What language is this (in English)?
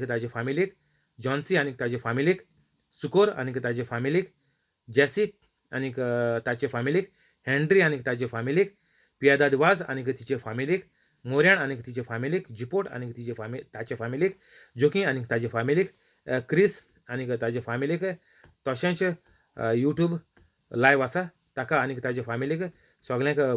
Konkani